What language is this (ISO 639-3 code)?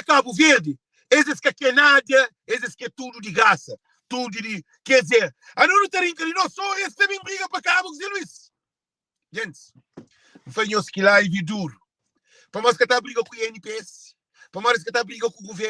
kea